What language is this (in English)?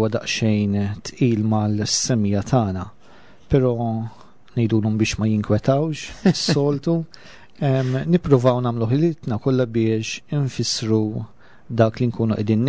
Maltese